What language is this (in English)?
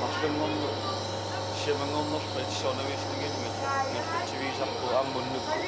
Kalaallisut